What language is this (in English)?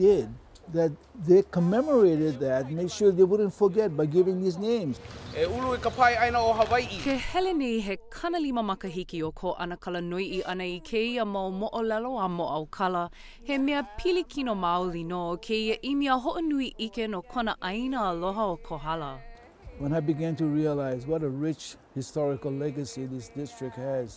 Hawaiian